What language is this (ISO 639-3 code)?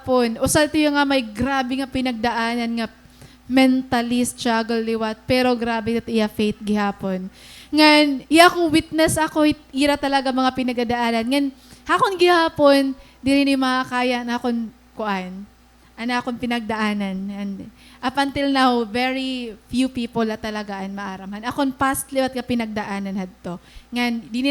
war